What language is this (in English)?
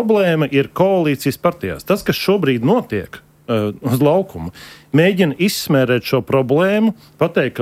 Latvian